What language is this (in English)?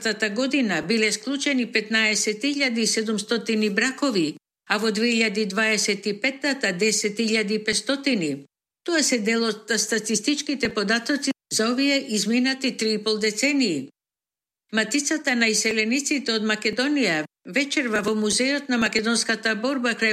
Macedonian